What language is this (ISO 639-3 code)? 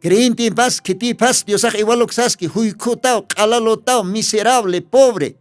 aym